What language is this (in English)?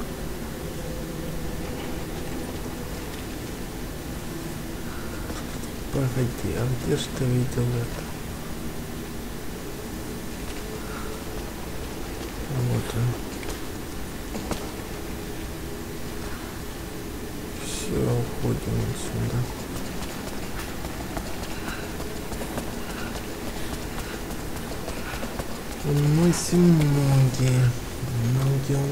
Russian